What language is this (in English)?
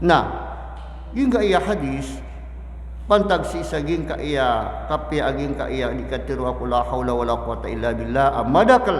Maranao